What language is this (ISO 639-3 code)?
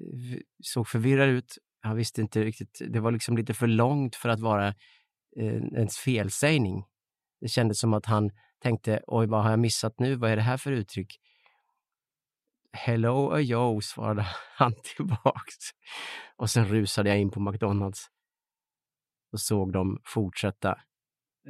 swe